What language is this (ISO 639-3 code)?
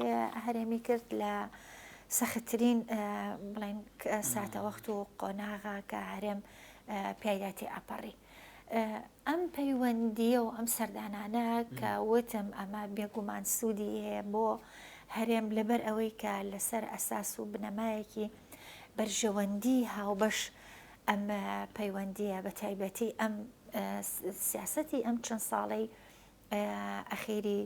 ckb